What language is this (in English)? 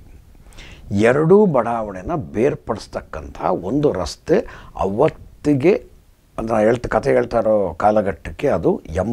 Kannada